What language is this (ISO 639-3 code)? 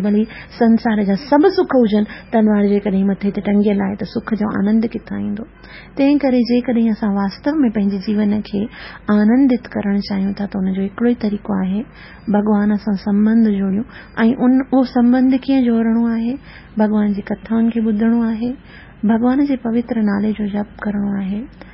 snd